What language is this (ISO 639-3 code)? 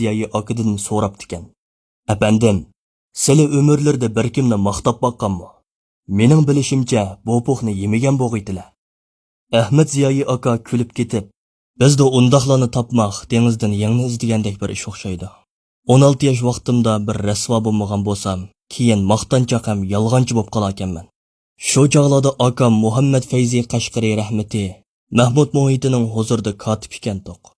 uig